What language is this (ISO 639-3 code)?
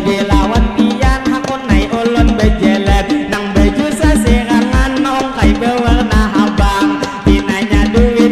bjn